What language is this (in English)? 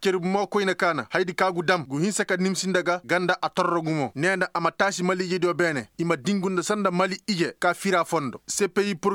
Koyraboro Senni